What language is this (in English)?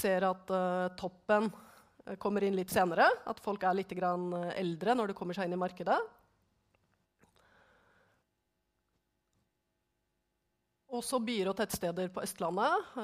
Norwegian